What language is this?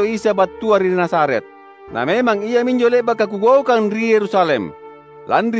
Makasar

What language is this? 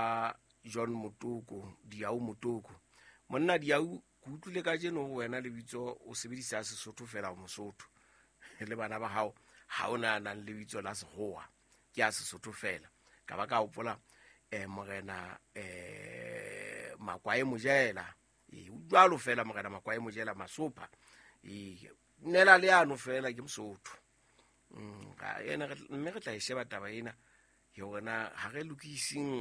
Southern Sotho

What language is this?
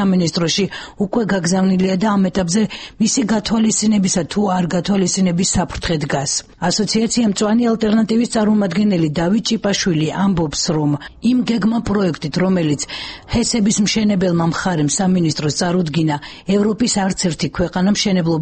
Georgian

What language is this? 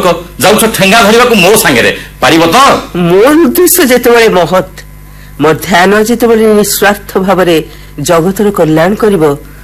Odia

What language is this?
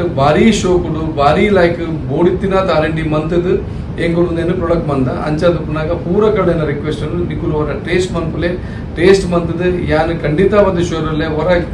Tulu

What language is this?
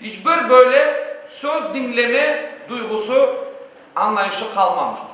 Crimean Tatar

